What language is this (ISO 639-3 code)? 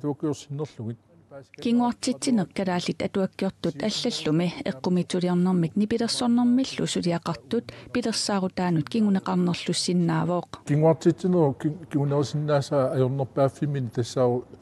kal